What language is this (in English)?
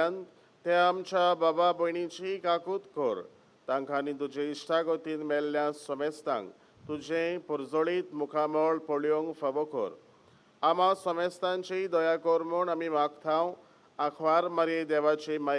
Konkani